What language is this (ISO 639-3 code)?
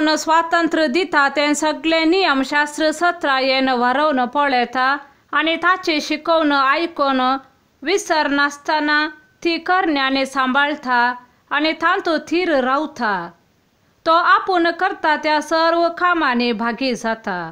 kok